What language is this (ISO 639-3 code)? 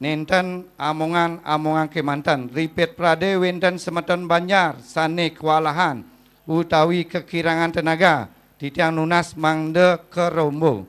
ban